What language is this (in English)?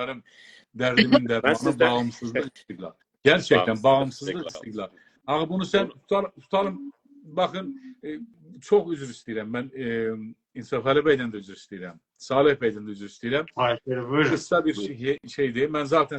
South Azerbaijani